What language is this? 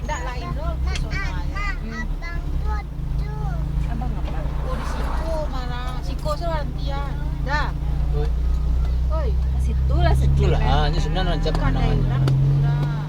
Minangkabau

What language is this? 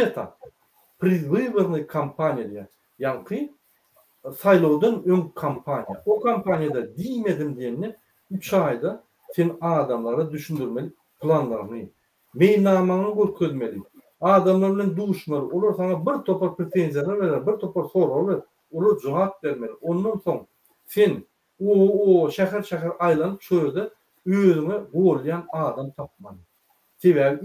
Turkmen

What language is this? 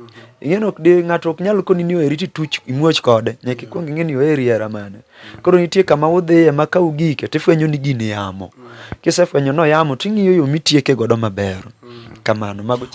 Luo (Kenya and Tanzania)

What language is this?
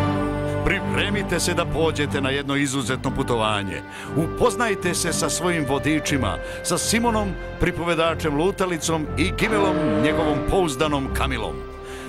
Serbian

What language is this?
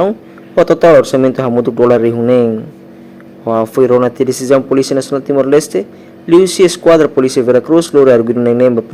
Tetum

